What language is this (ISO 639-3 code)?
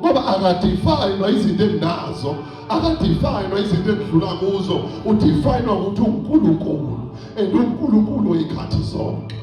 zul